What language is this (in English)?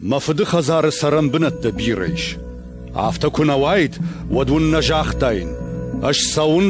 Ossetic